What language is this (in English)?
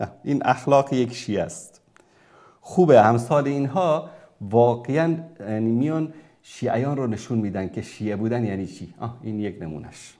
Persian